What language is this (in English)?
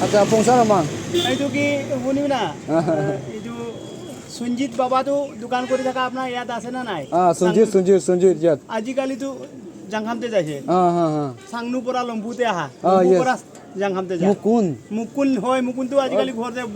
Naga Pidgin